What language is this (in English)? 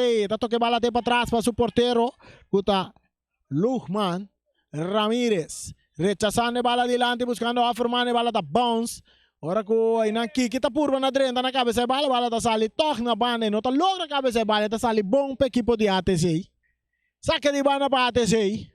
Papiamento